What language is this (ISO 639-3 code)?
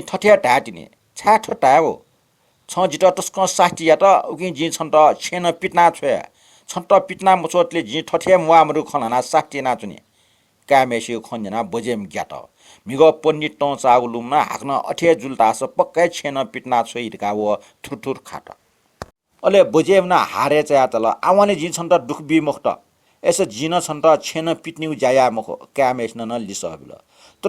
new